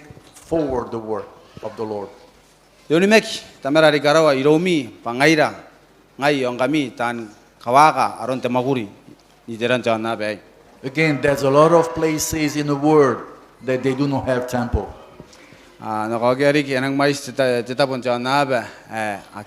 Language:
Gilbertese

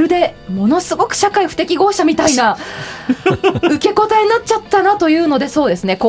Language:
Japanese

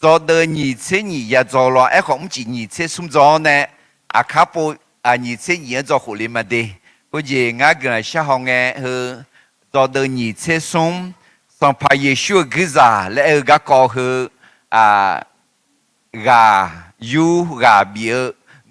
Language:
Akha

